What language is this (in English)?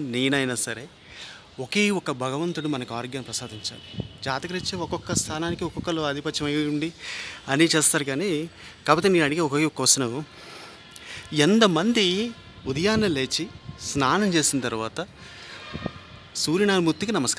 Telugu